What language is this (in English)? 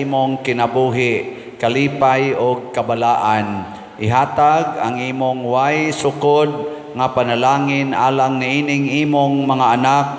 Cebuano